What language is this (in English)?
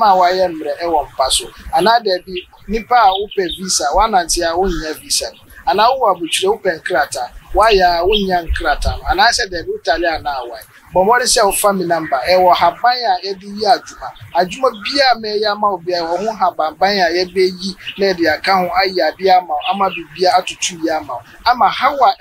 Akan